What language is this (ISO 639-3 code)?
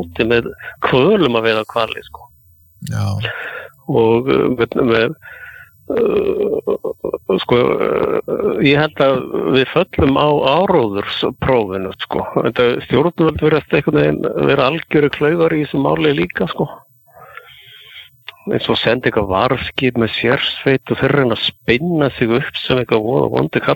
isl